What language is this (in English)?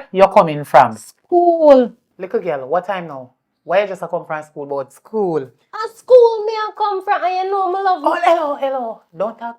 Jamaican Creole English